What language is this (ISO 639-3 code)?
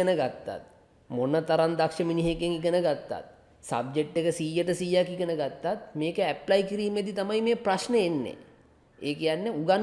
sin